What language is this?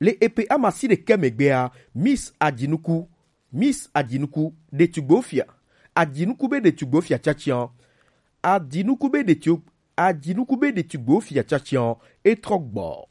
Gen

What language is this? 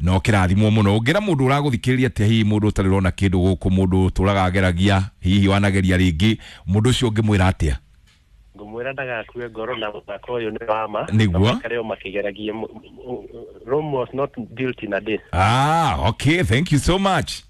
Kikuyu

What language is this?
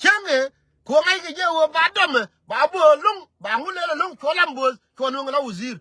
Nuer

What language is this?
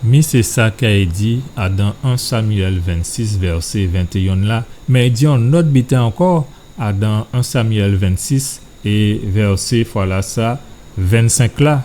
Guadeloupean Creole French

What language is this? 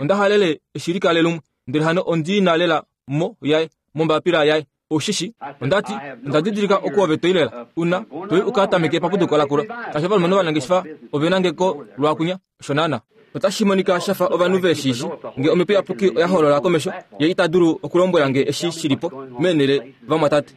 Kuanyama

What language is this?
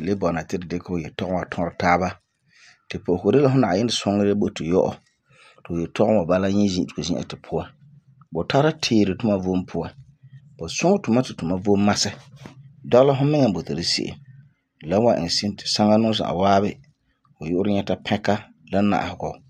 Frafra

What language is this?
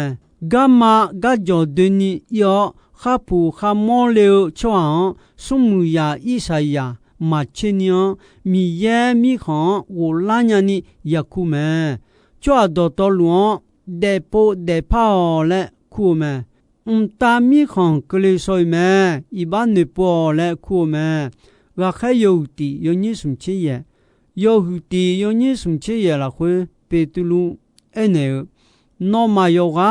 Akha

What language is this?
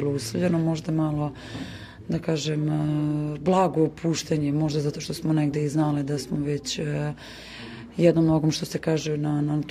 Serbian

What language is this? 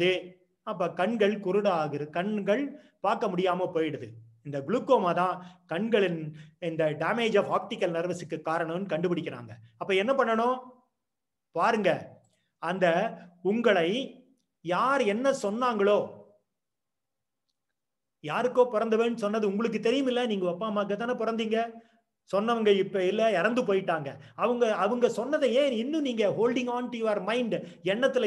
Tamil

